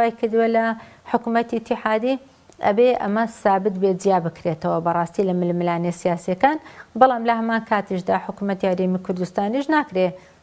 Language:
Central Kurdish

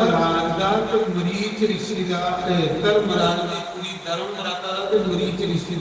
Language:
Dogri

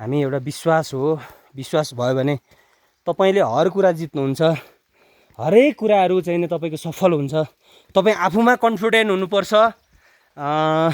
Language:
Nepali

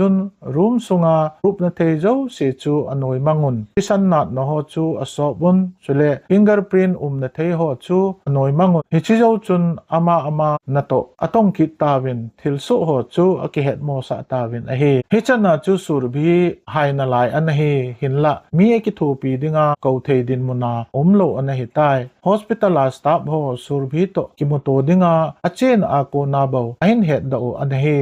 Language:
Thado Chin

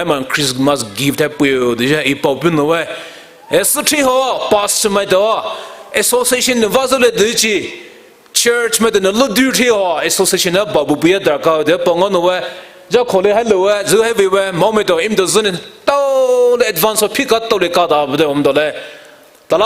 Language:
Poumei Naga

